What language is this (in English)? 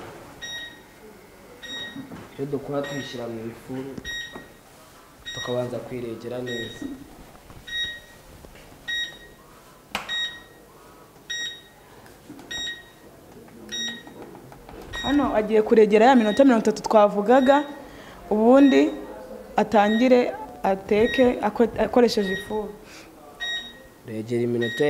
Kinyarwanda